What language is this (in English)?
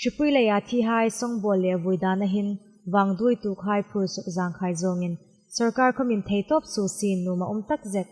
Hmar